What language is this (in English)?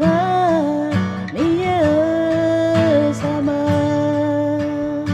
Akha